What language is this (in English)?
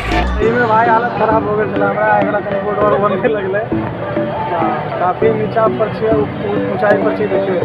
Maithili